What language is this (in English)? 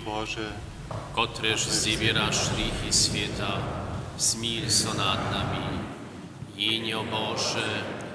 Upper Sorbian